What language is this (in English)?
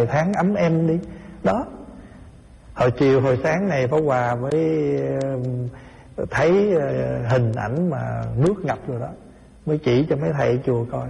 Vietnamese